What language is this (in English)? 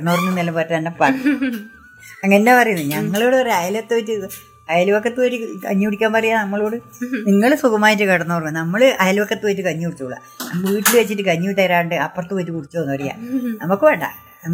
Malayalam